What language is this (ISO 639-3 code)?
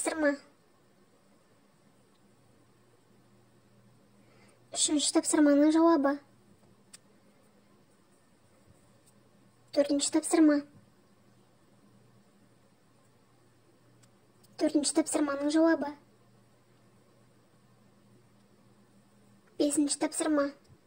kaz